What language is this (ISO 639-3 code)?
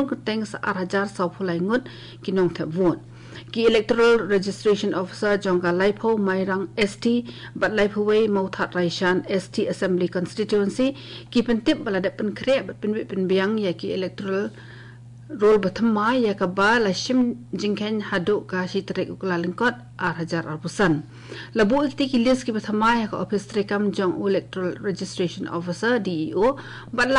kha